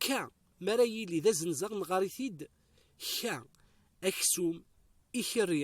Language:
Kabyle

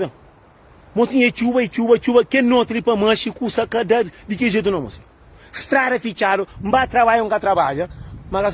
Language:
Kabuverdianu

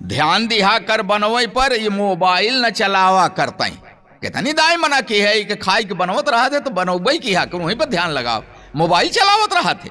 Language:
Awadhi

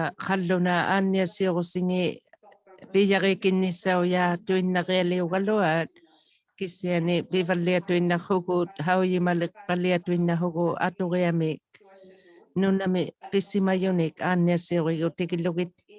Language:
Inuktitut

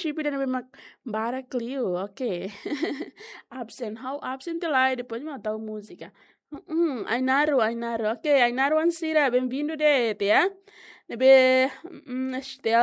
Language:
Tetum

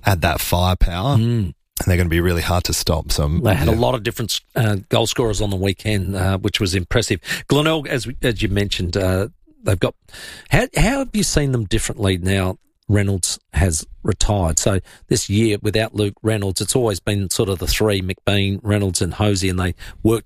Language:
English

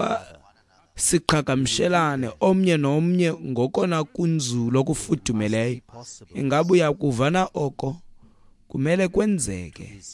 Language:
Xhosa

